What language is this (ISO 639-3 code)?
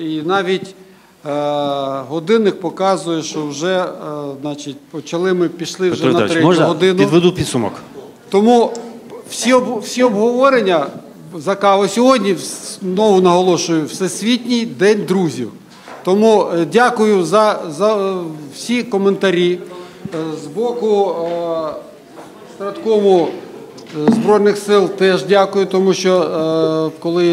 ukr